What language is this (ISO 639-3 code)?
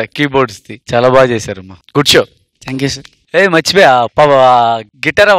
tel